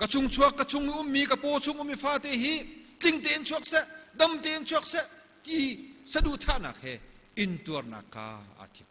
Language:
Hakha Chin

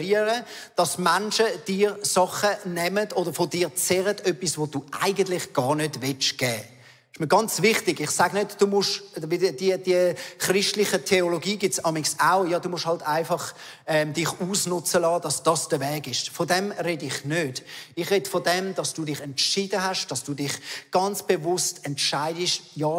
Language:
Swiss German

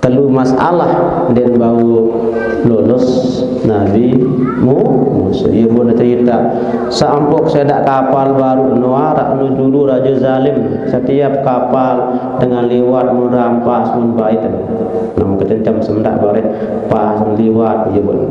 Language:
Sasak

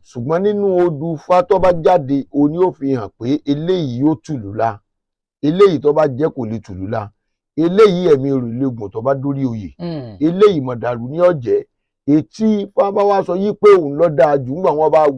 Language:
Yoruba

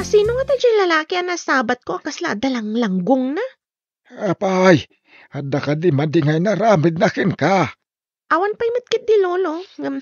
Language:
Iloko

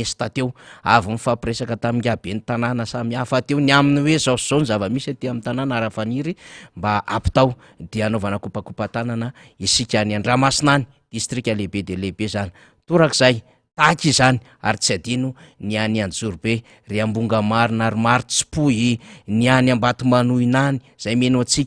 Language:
Malagasy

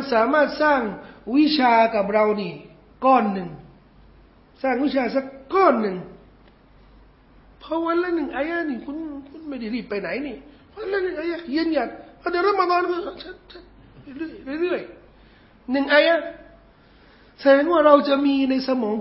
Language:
Thai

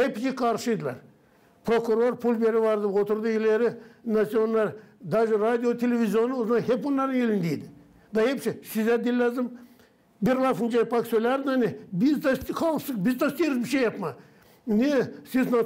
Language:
Gagauz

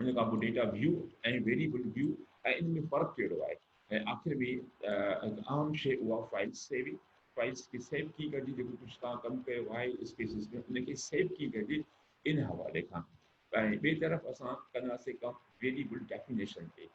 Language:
Sindhi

